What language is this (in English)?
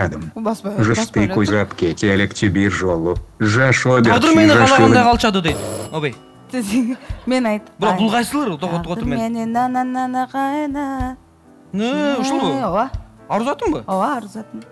Kyrgyz